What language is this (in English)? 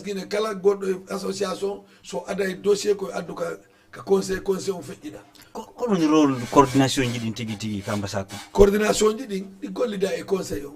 Fula